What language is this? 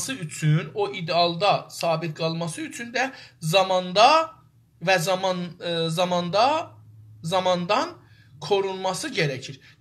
South Azerbaijani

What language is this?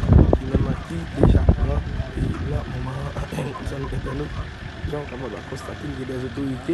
Haitian Creole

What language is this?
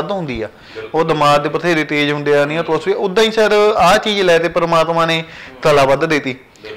Punjabi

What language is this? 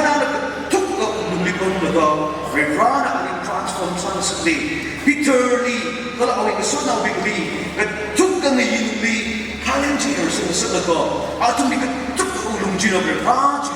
Tangkhul Naga (India)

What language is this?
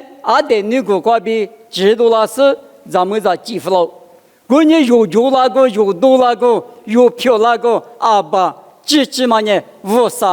Lisu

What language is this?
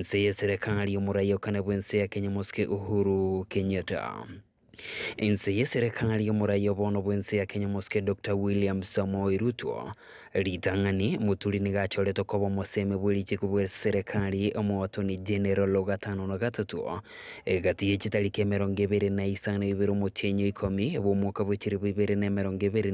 Gusii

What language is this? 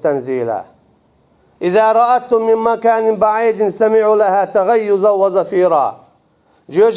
Chechen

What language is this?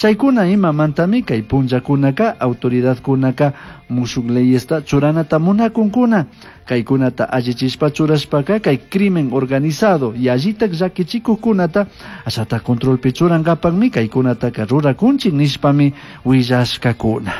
Chimborazo Highland Quichua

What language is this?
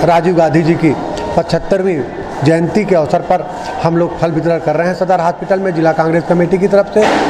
Hindi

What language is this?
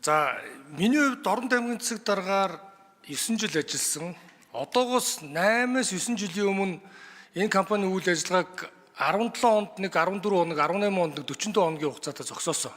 Mongolian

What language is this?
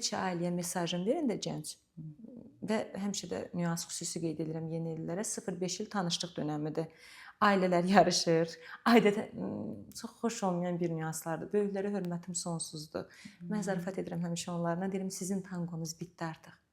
Azerbaijani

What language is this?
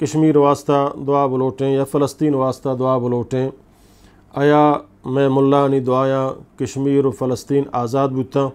Eastern Balochi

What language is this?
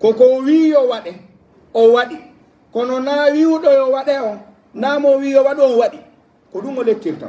Pular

